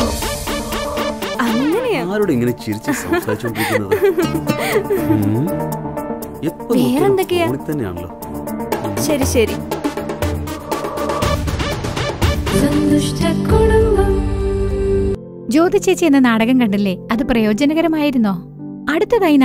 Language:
Malayalam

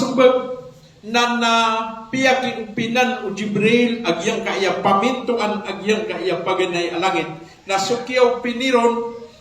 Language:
Maranao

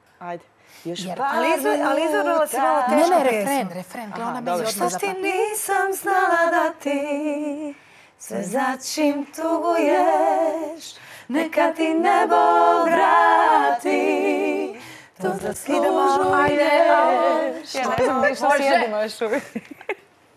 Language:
Croatian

